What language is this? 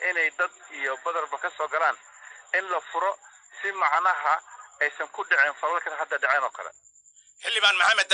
Somali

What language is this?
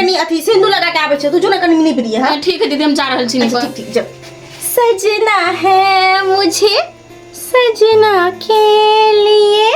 Maithili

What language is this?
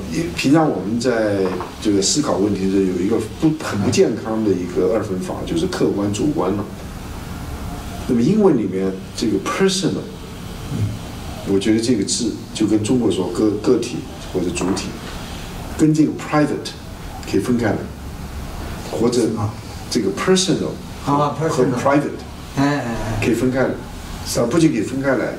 Chinese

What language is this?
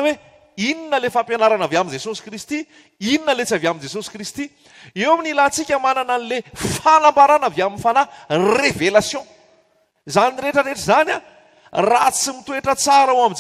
Malagasy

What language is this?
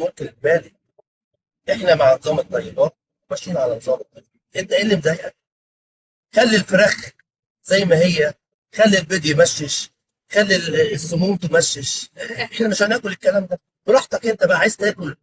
Egyptian Arabic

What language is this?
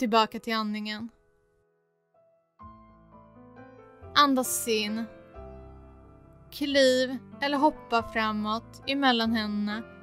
Swedish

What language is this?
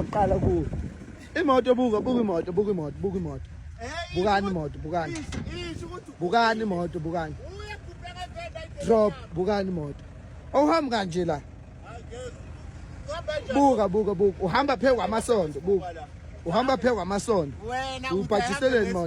Zulu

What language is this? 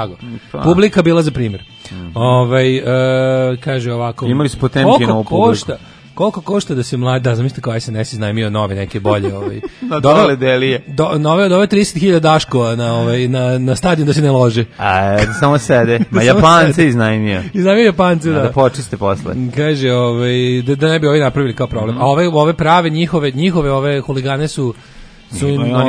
Serbian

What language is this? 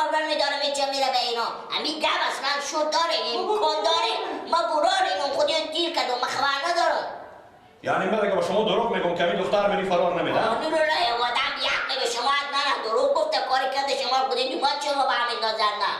Persian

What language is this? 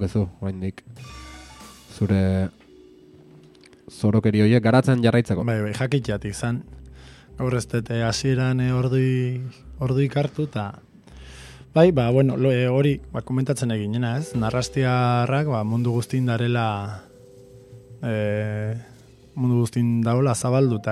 Basque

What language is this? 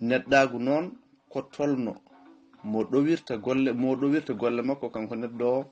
Fula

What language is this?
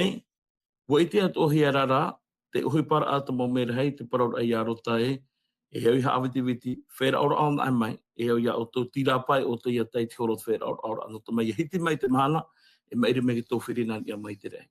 Tahitian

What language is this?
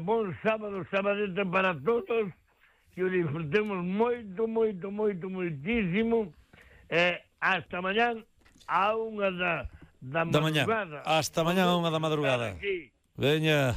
Galician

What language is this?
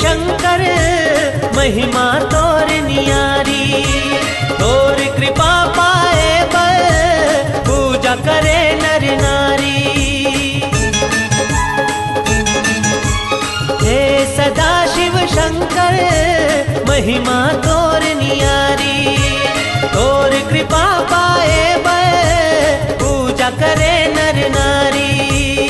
Chhattisgarhi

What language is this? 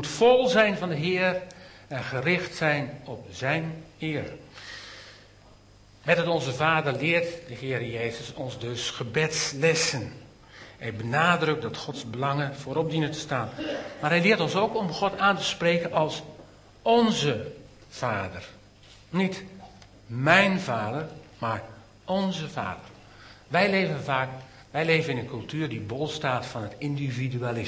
Dutch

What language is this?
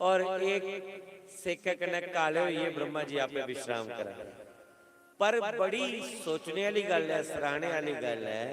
Dogri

